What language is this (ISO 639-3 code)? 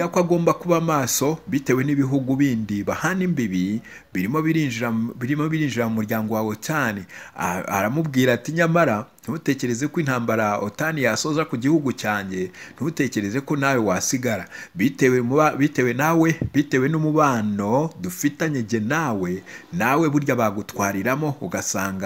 kin